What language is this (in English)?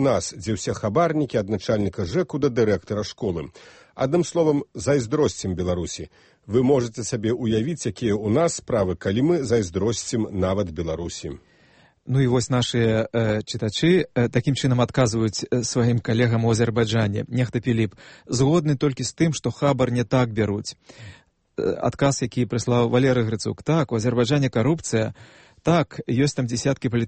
Belarusian